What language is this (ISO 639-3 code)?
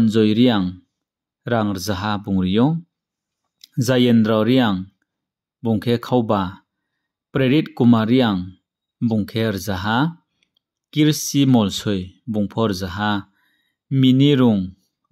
ria